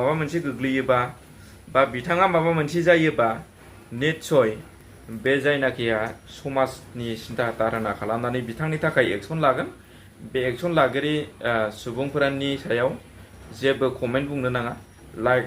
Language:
Bodo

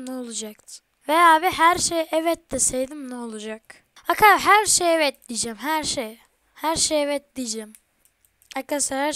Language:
Turkish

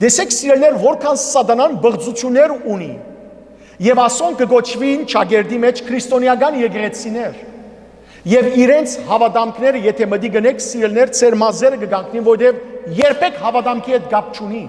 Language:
Western Armenian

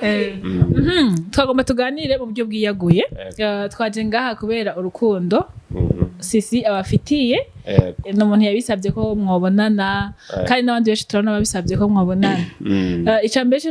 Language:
Rundi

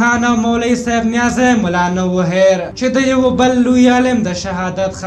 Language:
Pashto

